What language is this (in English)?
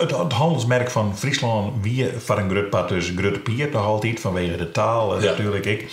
Western Frisian